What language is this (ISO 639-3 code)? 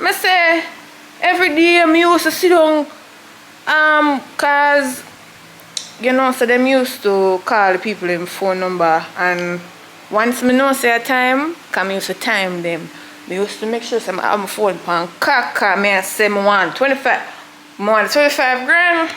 jam